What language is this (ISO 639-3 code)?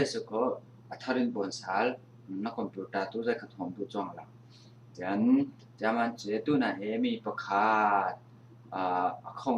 cfm